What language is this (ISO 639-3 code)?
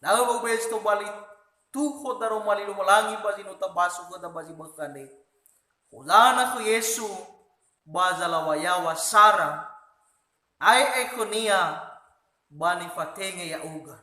nia